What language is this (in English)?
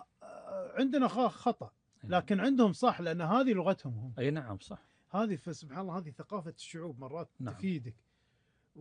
Gulf Arabic